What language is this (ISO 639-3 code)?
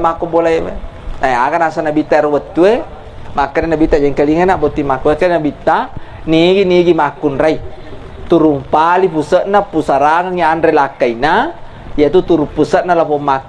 bug